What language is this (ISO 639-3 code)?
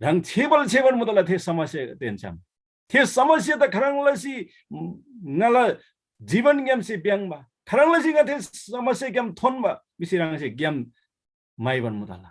taj